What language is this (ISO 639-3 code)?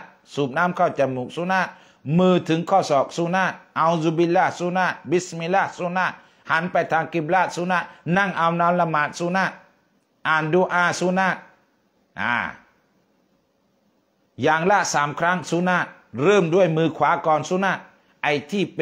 tha